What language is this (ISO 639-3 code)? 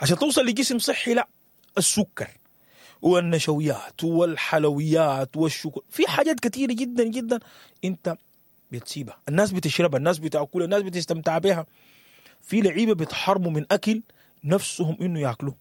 apd